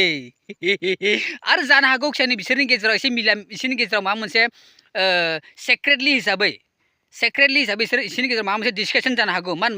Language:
Bodo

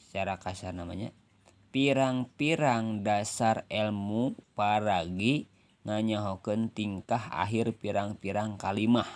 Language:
Sundanese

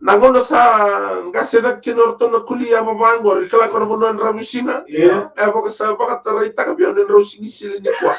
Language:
Fijian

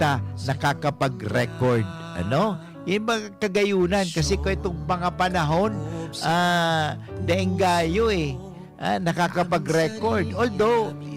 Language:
Bikol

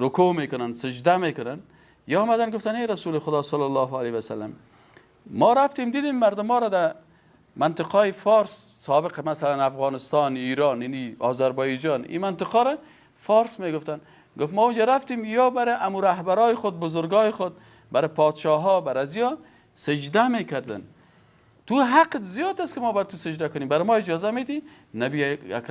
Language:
Persian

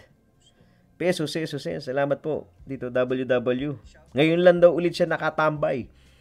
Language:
Filipino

